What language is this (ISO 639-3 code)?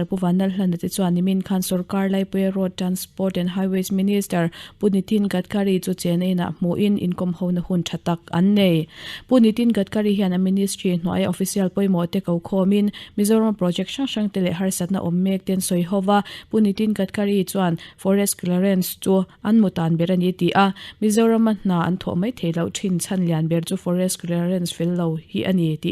lus